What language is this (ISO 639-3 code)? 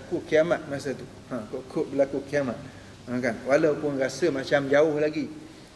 msa